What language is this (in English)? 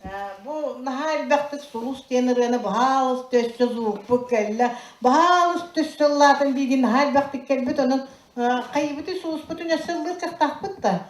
Yakut